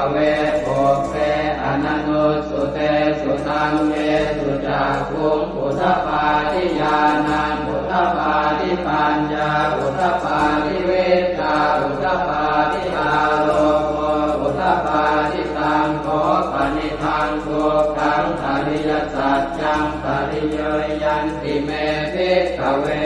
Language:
Pali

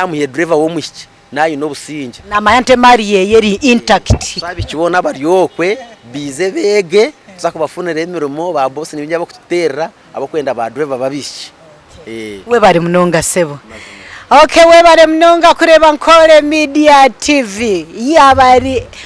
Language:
Nyankole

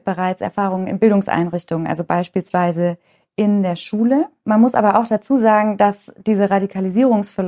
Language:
German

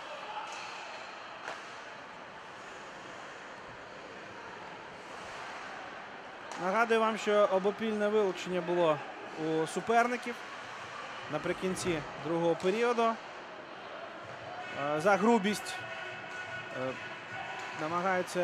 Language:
Ukrainian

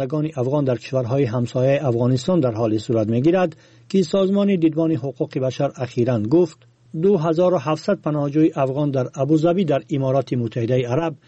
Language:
Persian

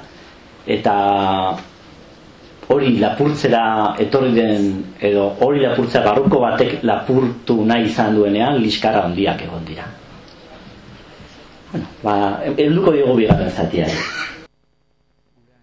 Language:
Basque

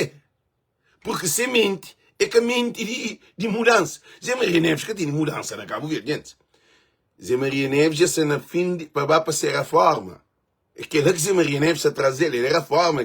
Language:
Kabuverdianu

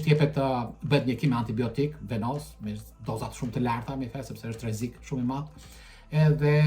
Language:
Albanian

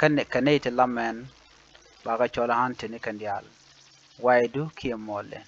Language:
Nuer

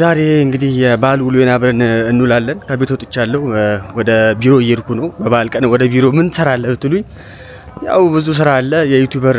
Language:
Amharic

